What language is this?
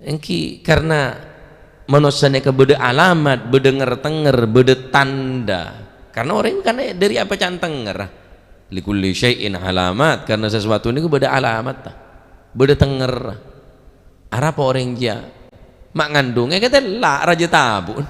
Madurese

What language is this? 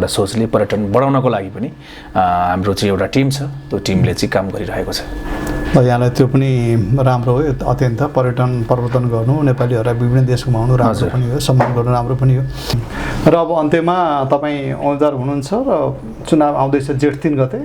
Nepali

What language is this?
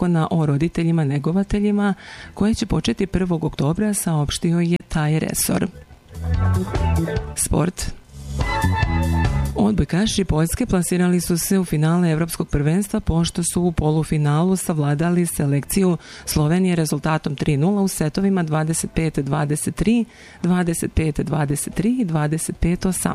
Serbian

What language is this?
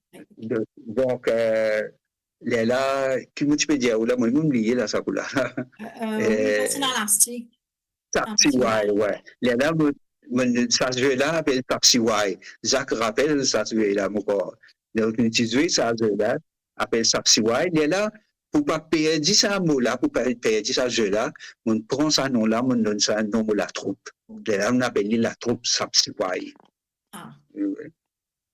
Morisyen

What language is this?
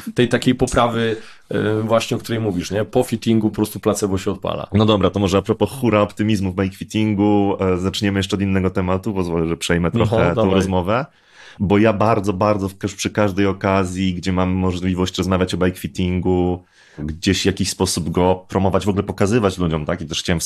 Polish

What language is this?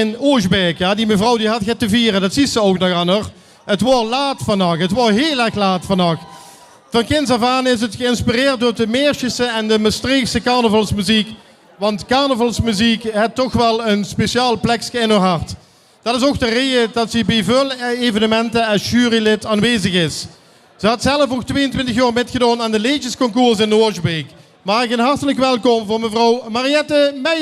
Limburgish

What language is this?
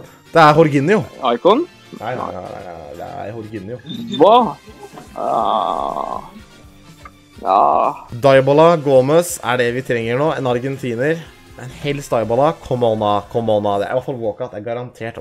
Norwegian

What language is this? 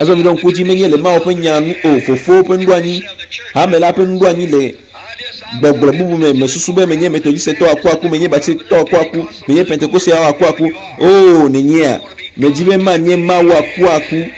Ewe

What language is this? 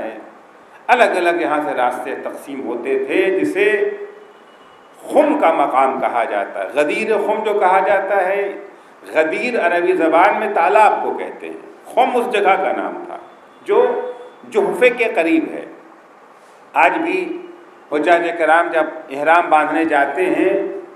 Urdu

